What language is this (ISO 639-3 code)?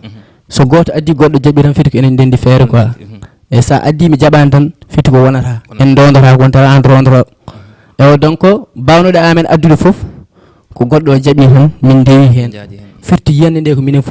ful